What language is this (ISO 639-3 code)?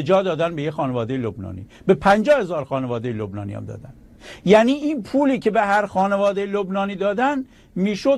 fas